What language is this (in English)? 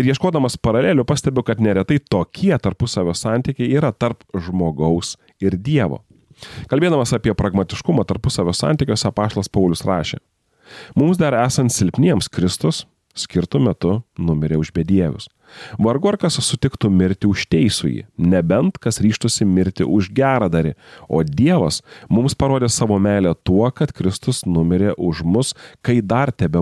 Lithuanian